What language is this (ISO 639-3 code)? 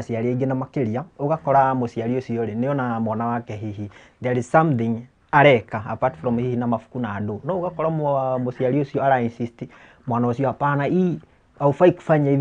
kik